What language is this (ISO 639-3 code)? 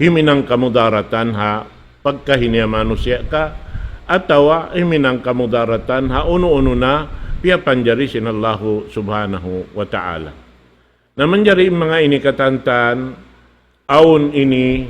tsg